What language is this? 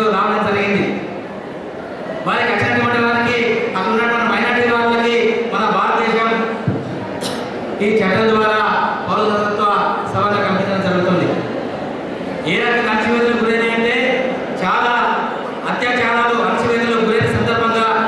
Telugu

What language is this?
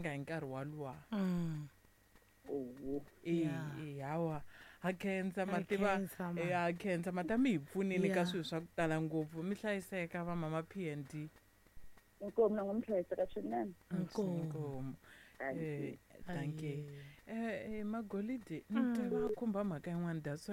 Tsonga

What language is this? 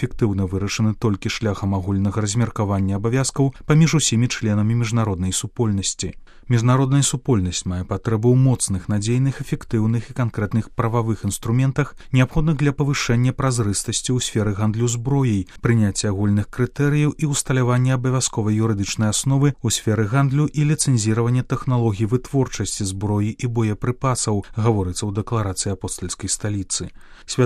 Belarusian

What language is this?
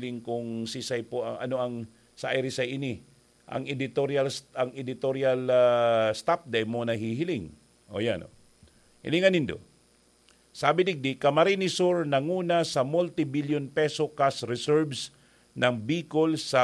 Bikol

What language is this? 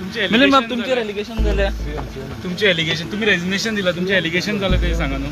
Konkani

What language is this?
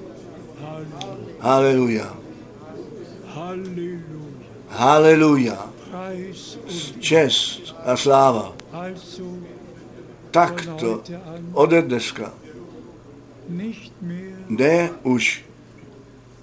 Czech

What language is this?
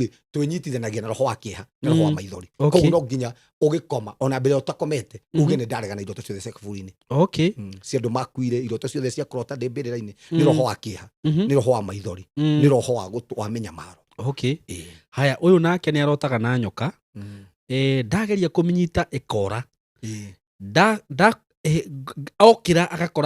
Kikuyu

